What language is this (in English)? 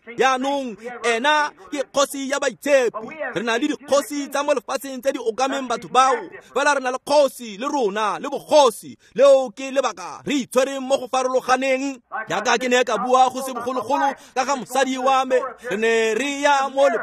Tswana